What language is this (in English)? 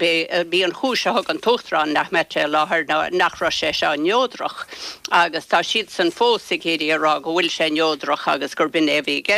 Irish